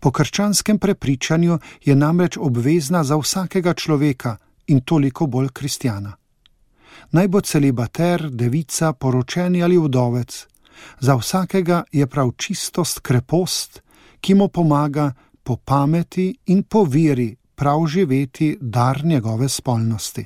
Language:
Slovenian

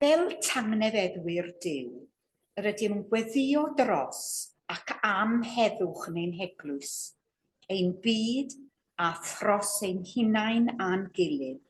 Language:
Welsh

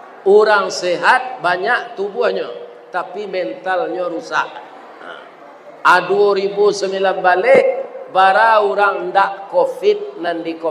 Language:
Minangkabau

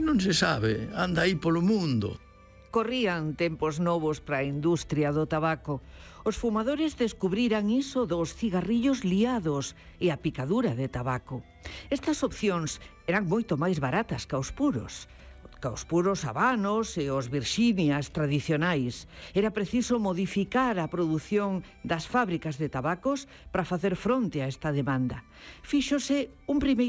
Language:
Galician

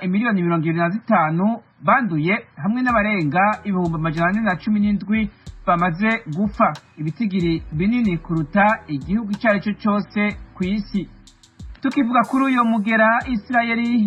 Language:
Rundi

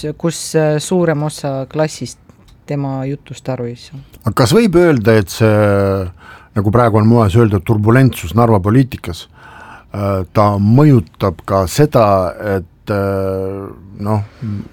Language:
Estonian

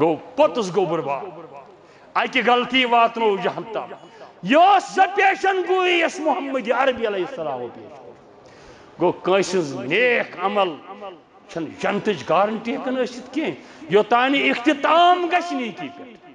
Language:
Kashmiri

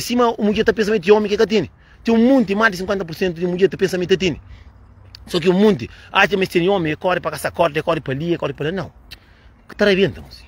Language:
Kabuverdianu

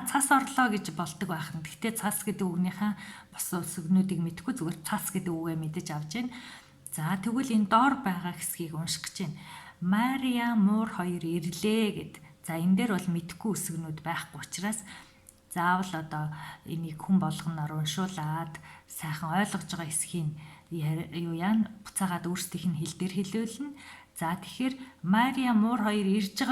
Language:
Mongolian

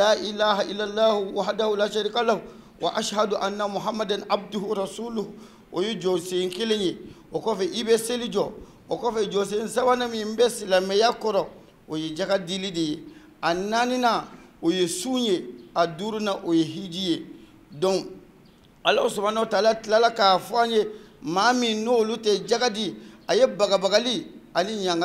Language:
Bambara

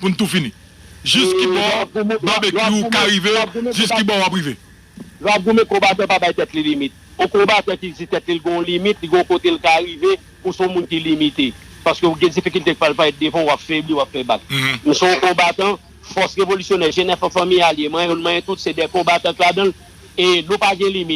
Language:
Haitian Creole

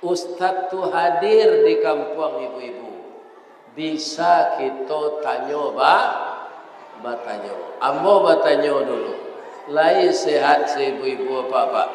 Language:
Minangkabau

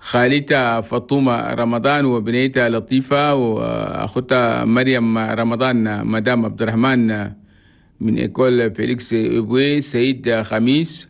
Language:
Chadian Arabic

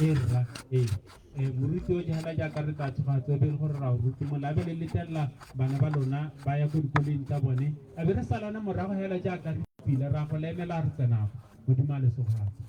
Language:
Tswana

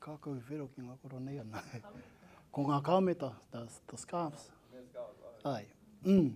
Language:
Māori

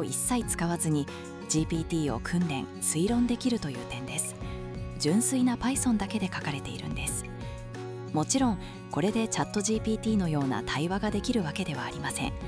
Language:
Japanese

